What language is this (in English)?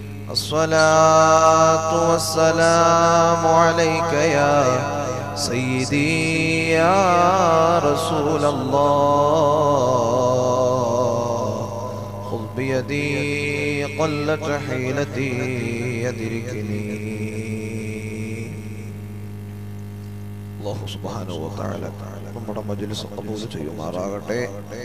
Malayalam